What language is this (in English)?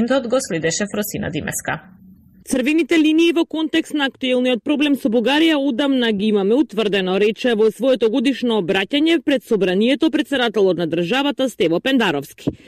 Macedonian